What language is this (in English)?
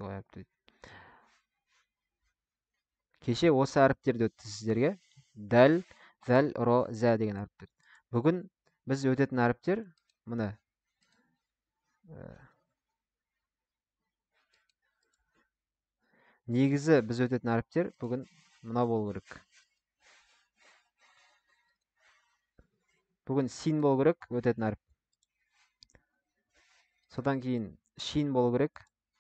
Kazakh